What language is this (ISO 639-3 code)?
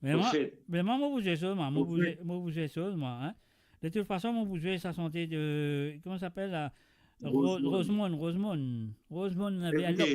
mfe